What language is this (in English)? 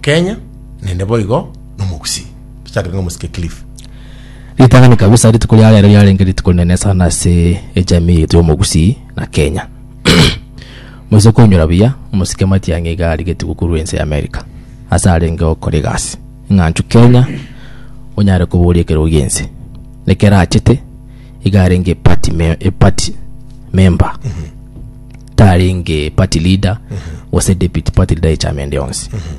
Gusii